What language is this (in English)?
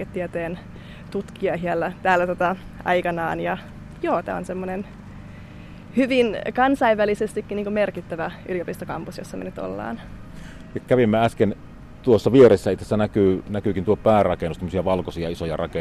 Finnish